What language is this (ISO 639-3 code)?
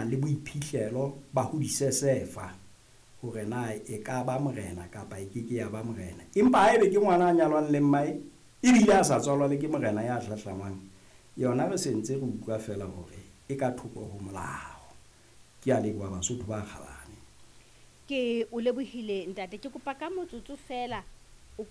sot